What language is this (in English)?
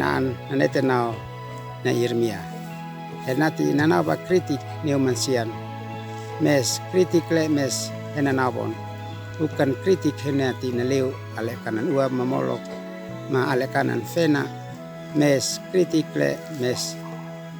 Uab Meto